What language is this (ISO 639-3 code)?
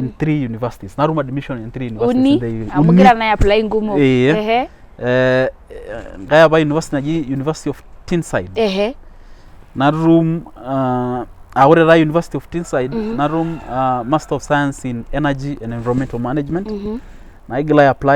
mas